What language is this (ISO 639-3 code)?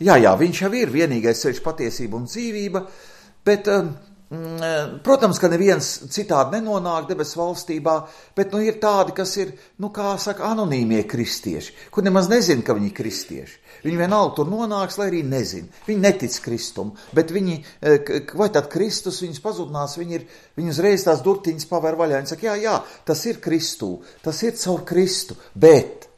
lav